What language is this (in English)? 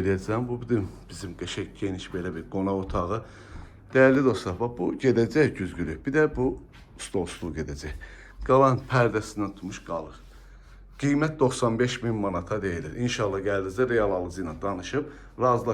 Azerbaijani